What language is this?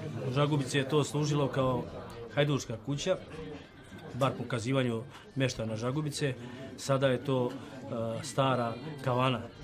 Serbian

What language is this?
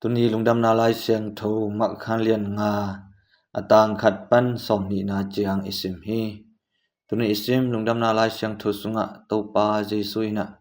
Tedim Chin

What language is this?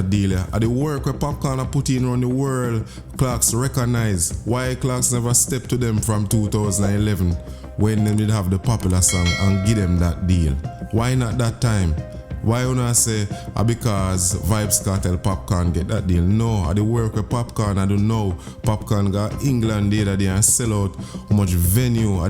Jamaican Creole English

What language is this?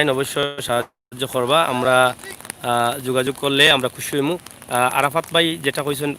Sylheti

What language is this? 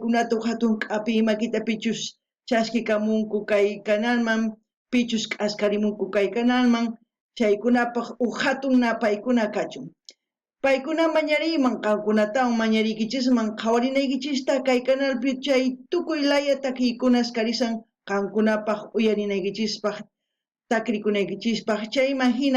South Bolivian Quechua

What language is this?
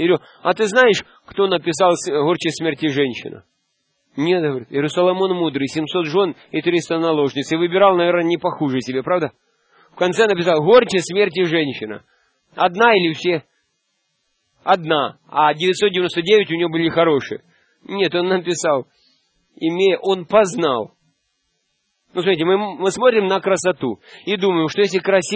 Russian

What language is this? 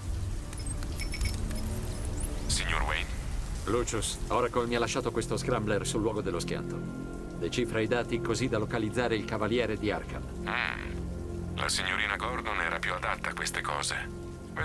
Italian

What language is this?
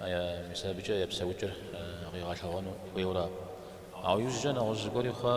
Kabardian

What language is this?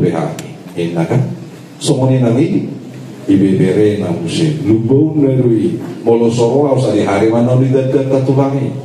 Batak Toba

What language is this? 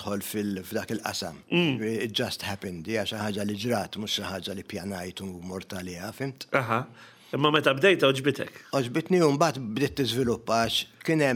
Maltese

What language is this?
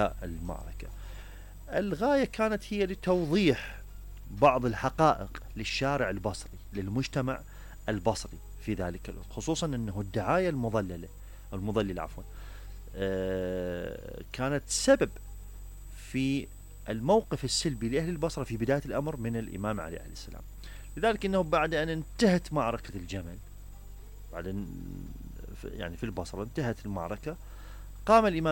Mesopotamian Arabic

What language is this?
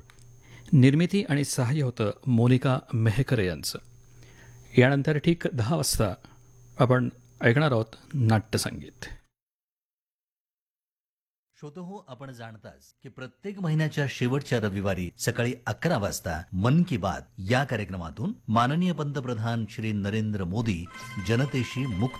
Marathi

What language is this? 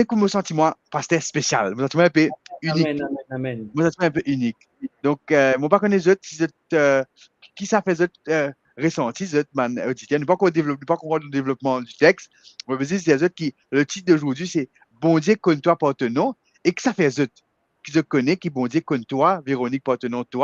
Morisyen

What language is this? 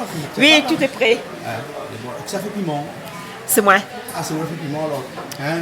Réunion Creole French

